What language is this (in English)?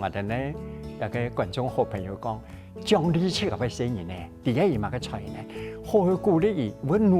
Hakka Chinese